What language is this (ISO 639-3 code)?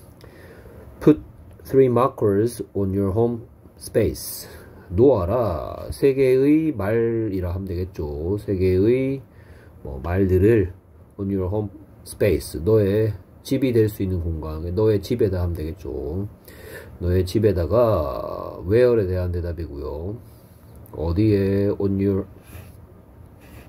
kor